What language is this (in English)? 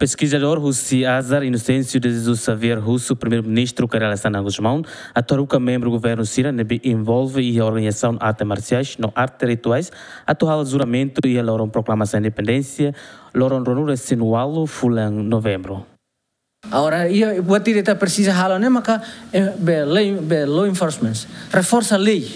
Tetum